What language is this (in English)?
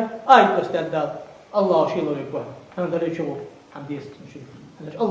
Ingush